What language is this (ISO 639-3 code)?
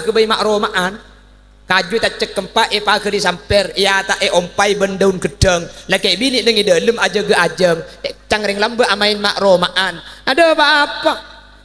mad